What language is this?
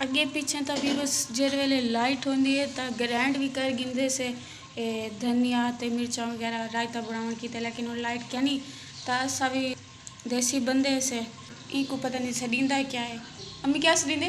Saraiki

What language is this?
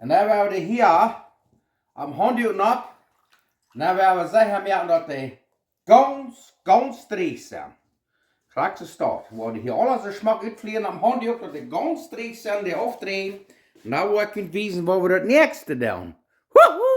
Plautdietsch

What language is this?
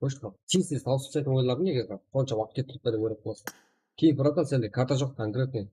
Kara-Kalpak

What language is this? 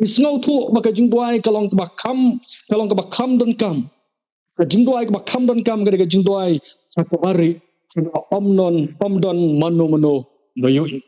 Khasi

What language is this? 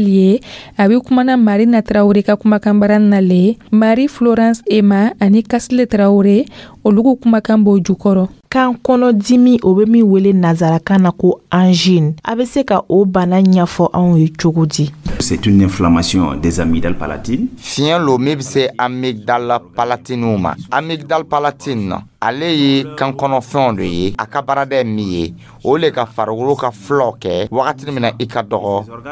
Dyula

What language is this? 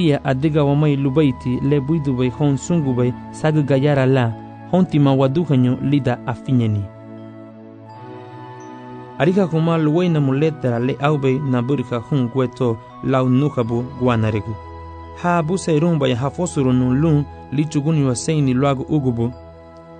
Garifuna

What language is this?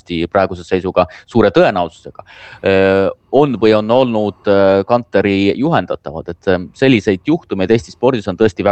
Estonian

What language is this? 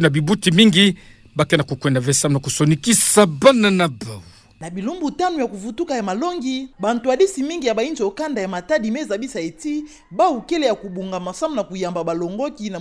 Kituba (Democratic Republic of Congo)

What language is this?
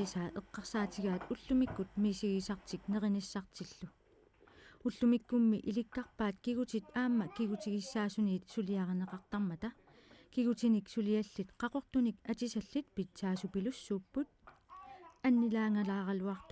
Kalaallisut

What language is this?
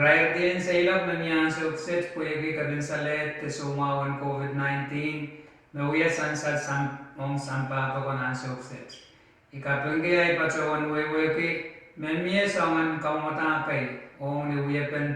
Pohnpeian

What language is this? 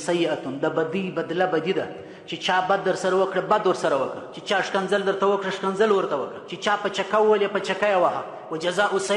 Pashto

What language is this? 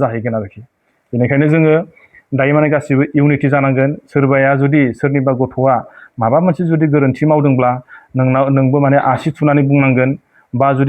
Bodo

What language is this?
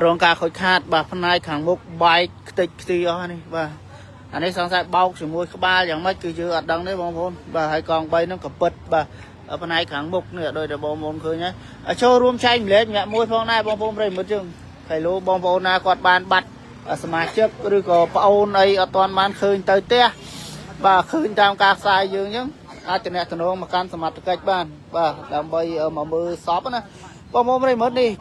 Khmer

